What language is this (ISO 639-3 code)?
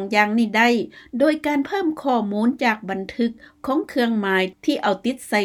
lao